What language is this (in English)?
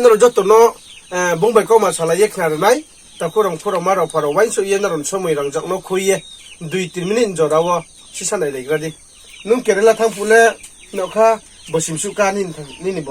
Riang (India)